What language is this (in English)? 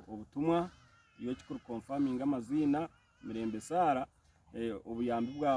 Nyankole